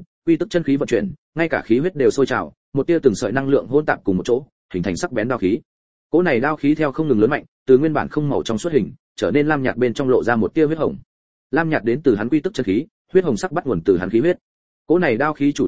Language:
Vietnamese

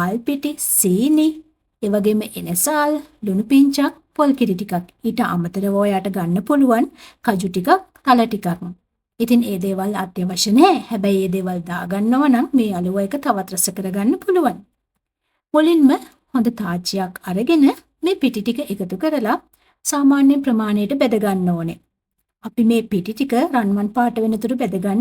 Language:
Sinhala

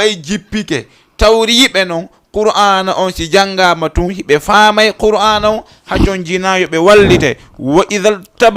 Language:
Fula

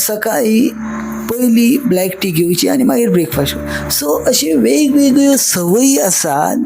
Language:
Konkani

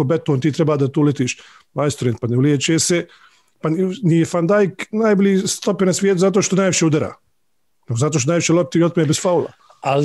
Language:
Bosnian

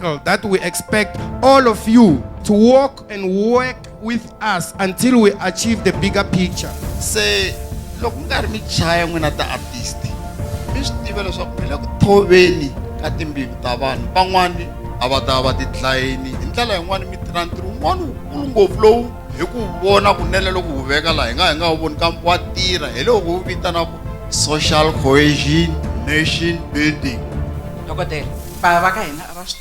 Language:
Tsonga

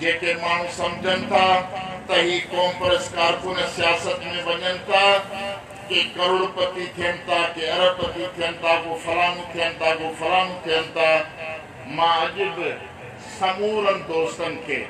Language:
Sindhi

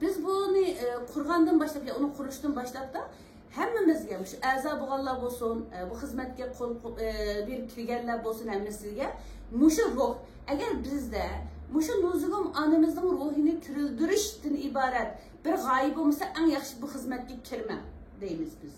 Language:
Uyghur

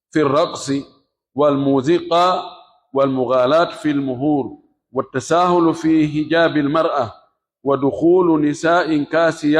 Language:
Pular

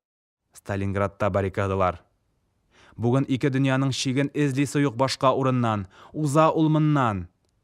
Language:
Tatar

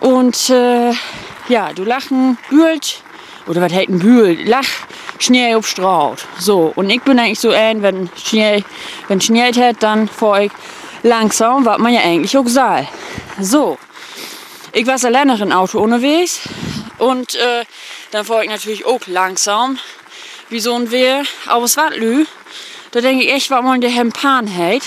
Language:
Low German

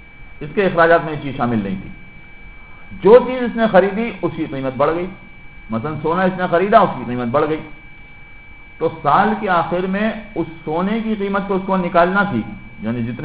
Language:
Urdu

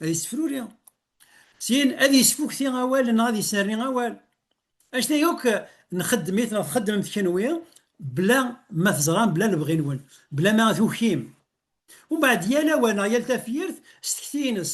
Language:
Kabyle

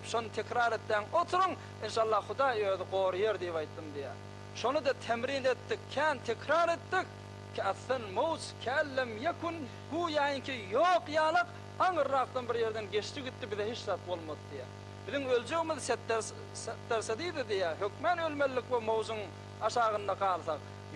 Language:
Turkmen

